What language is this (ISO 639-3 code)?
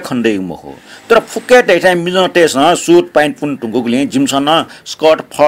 new